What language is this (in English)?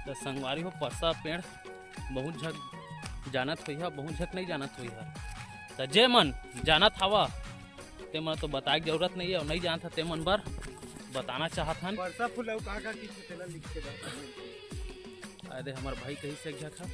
Chhattisgarhi